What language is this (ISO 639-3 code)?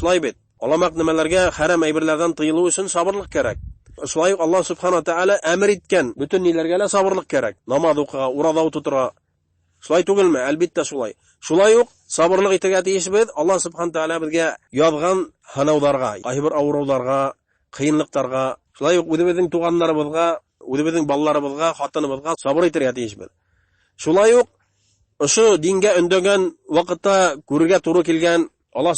bak